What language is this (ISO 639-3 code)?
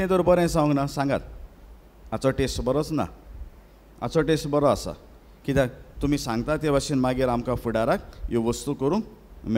kok